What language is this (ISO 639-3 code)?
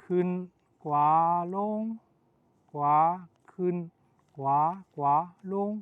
shn